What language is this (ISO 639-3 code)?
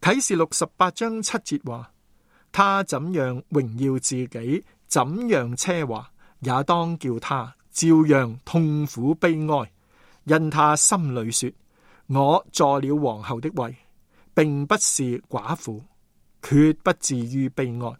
yue